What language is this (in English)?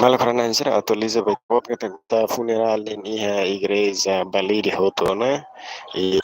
Tetum